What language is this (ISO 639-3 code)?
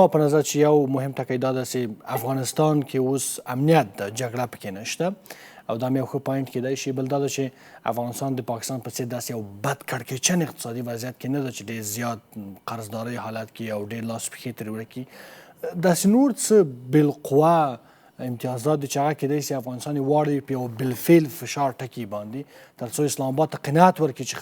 pus